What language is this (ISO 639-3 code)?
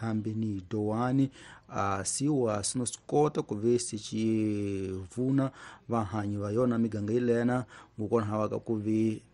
tso